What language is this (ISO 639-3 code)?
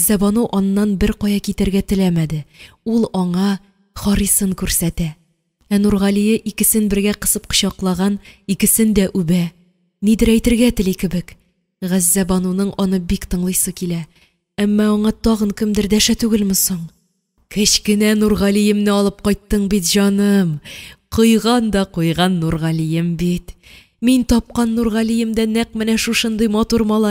tat